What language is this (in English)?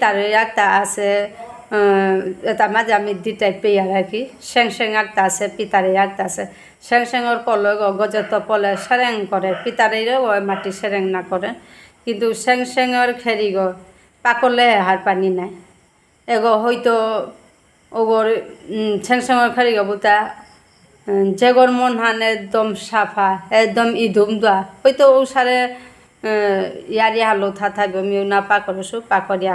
Bishnupriya